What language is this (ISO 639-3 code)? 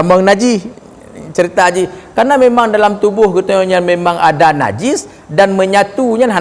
ace